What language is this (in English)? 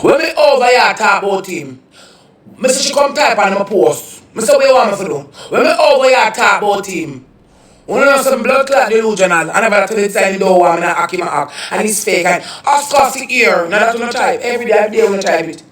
Jamaican Creole English